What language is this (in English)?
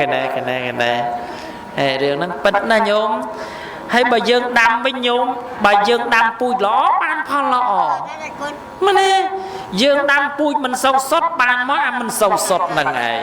Khmer